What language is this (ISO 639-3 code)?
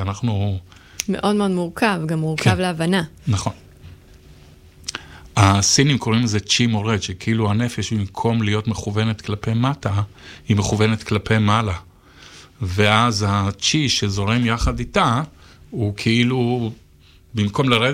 heb